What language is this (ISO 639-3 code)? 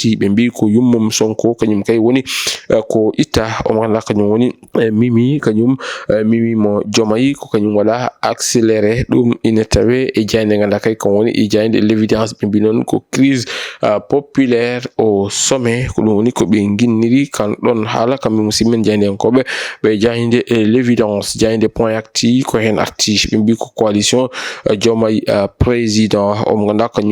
ful